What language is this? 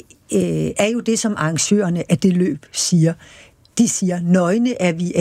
Danish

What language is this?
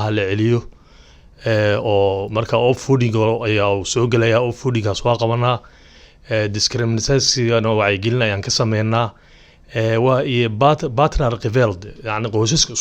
Somali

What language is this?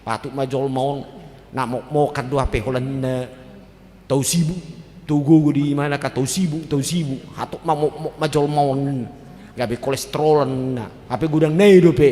Batak Toba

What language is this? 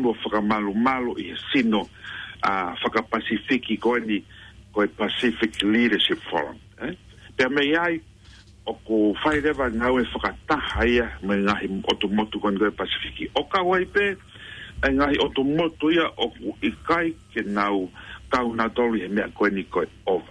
Tongan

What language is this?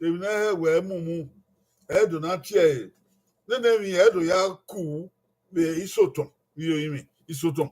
Bini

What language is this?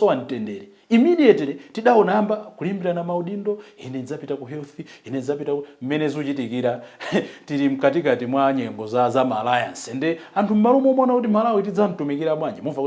Nyanja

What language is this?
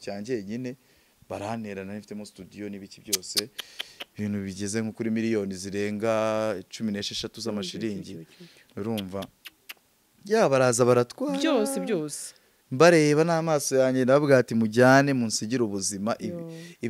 Kinyarwanda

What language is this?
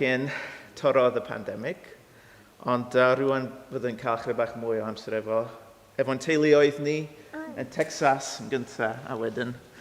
Welsh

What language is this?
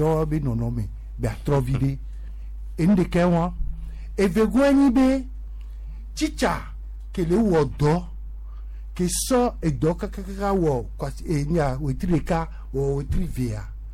Gen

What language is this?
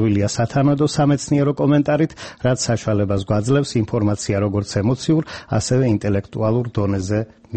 Georgian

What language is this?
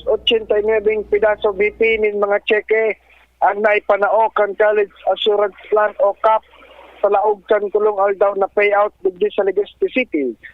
Bikol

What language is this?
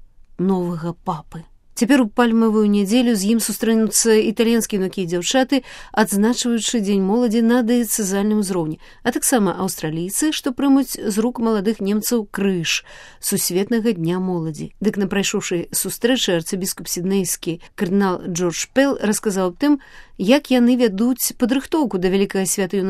Belarusian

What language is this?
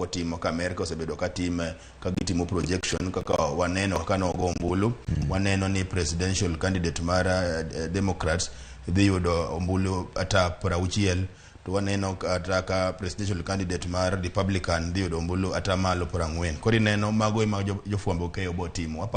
Luo (Kenya and Tanzania)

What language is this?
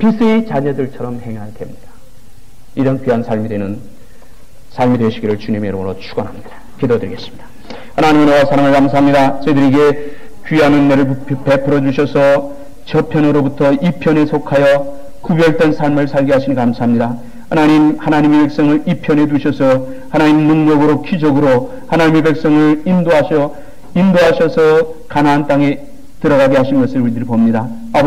Korean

